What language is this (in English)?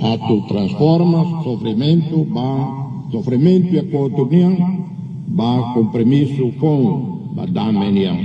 Tetum